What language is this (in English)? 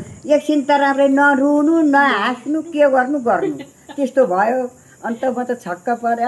Nepali